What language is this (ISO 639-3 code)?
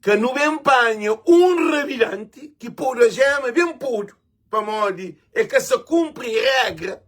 kea